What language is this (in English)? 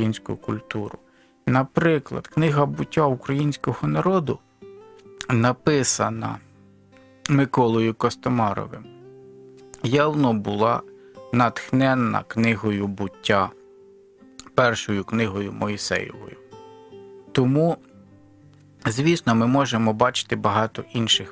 Ukrainian